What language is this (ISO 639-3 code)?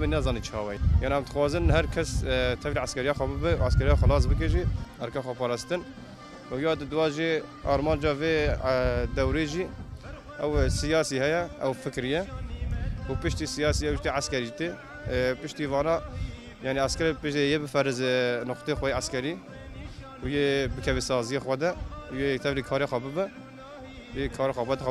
kur